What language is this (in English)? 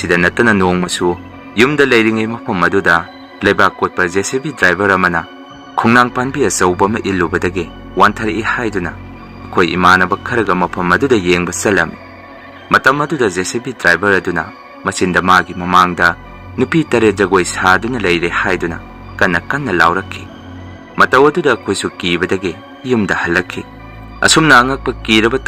Manipuri